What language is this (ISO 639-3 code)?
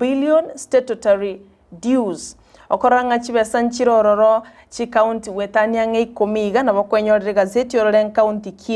guz